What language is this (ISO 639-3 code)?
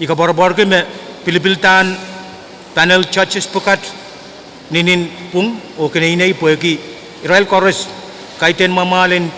pon